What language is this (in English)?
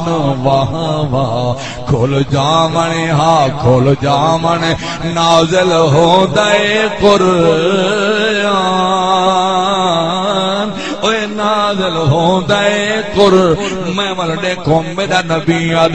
Saraiki